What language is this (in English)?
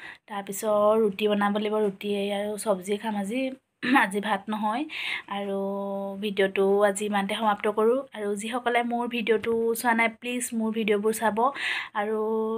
Assamese